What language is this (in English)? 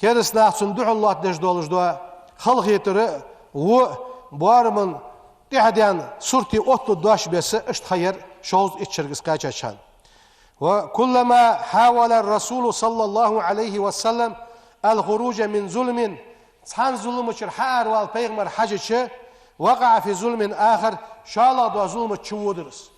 Ingush